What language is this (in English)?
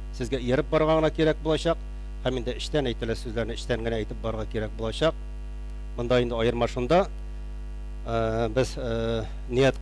Tatar